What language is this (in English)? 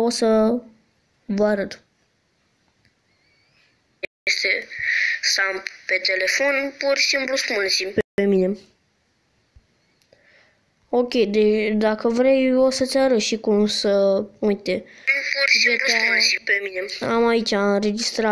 Romanian